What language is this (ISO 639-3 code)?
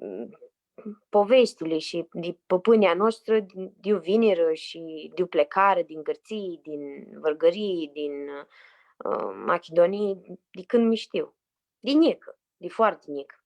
rup